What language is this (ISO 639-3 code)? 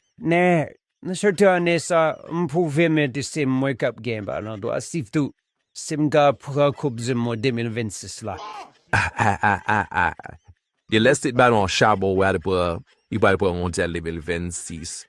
hat